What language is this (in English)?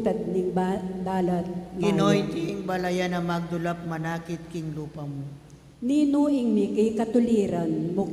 Pampanga